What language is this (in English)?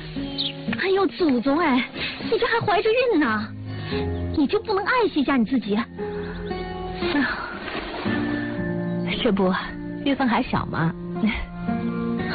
Chinese